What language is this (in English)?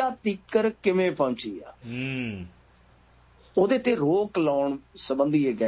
Punjabi